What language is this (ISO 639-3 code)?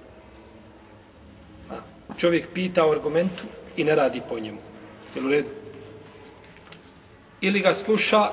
bos